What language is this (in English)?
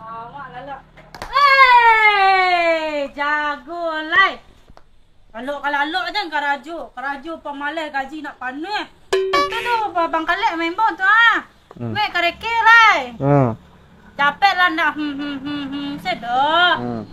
Minangkabau